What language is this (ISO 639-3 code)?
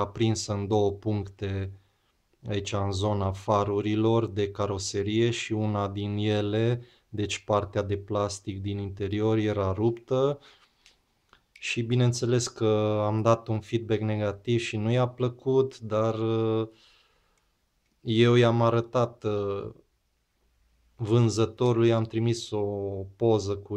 ron